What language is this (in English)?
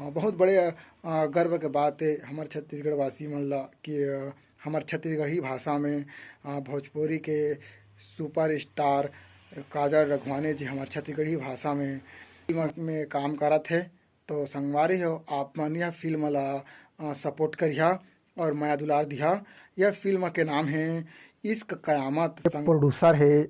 Chhattisgarhi